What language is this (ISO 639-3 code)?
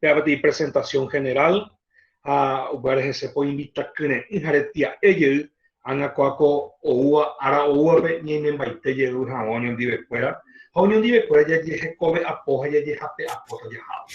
grn